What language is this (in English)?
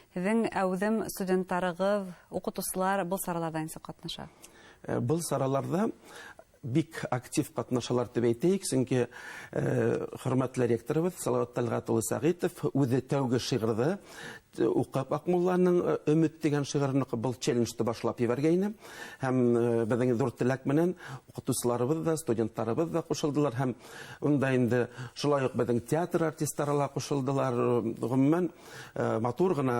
Bashkir